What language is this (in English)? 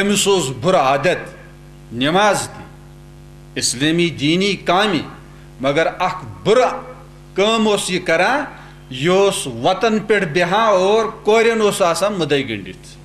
Kashmiri